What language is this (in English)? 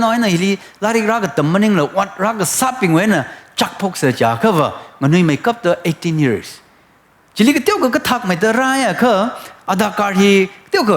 Tangkhul Naga (India)